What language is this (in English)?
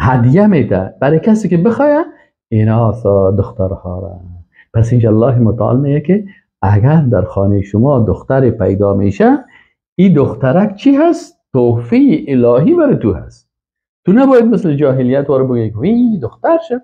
Persian